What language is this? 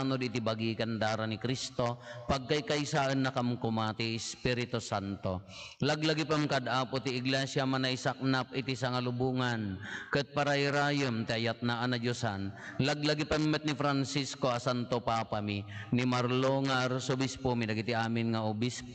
Iloko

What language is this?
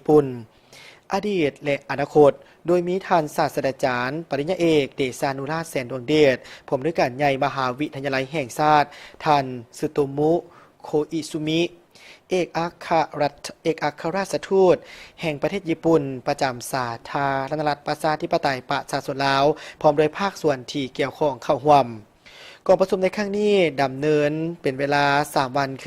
Lao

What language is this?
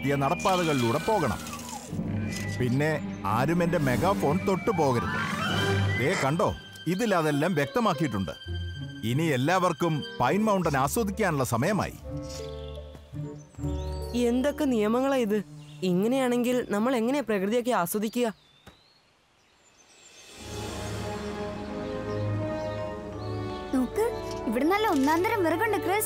Malayalam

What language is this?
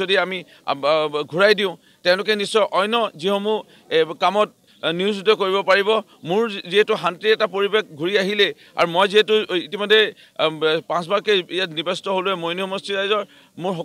Assamese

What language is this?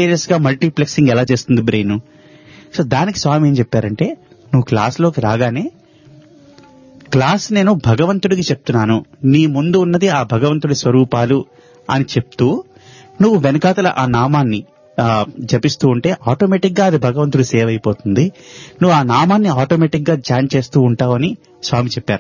Telugu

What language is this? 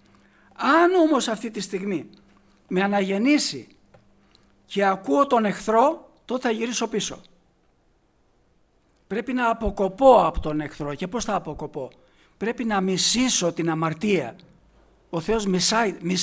Greek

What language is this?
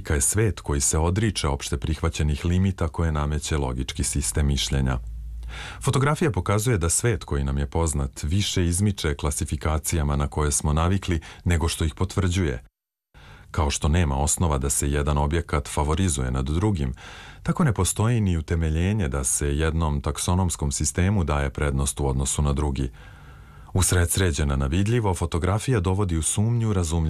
Serbian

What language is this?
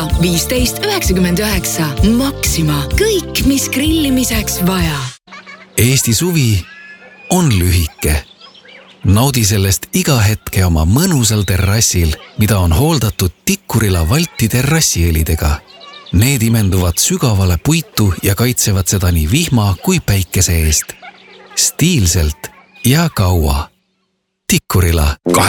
Estonian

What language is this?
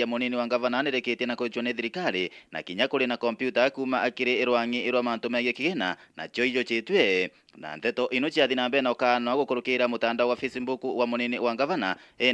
Meru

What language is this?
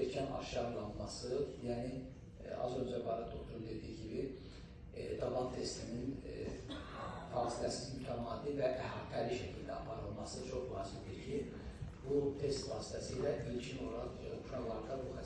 Azerbaijani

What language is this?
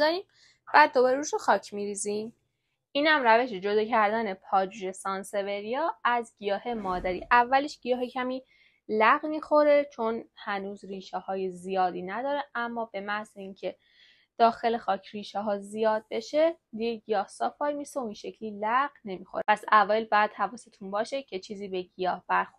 Persian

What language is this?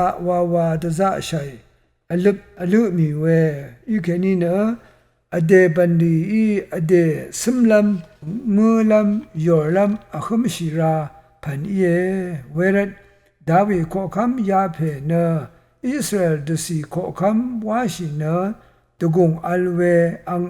Rawang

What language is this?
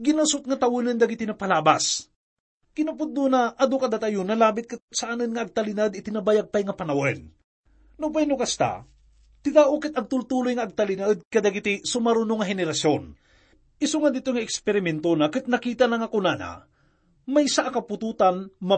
Iloko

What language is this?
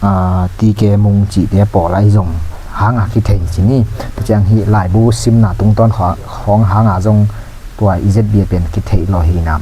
Tedim Chin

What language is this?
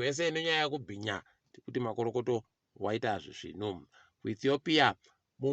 Ndau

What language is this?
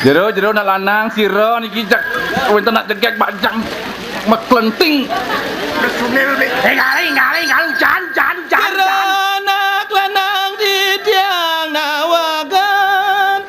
Balinese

